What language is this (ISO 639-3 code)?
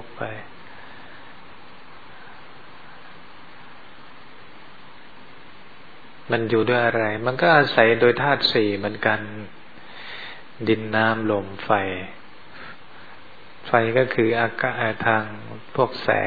tha